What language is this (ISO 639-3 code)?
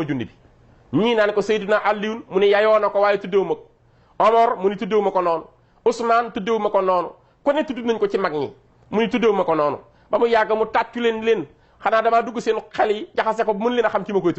wol